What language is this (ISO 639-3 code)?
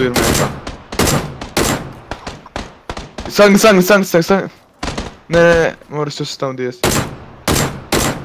hrv